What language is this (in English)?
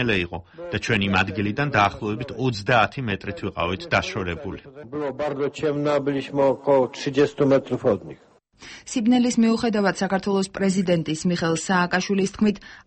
Georgian